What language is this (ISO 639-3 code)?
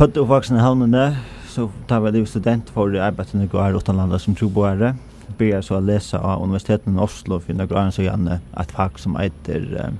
fao